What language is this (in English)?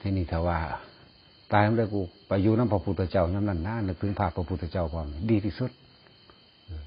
Northeastern Thai